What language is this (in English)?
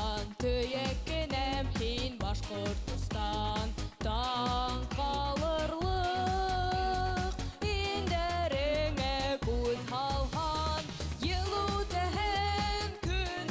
Bashkir